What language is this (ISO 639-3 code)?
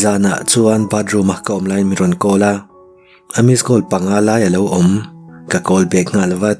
lus